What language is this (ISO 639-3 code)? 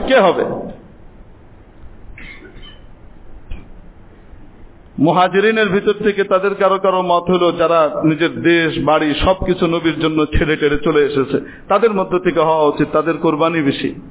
ben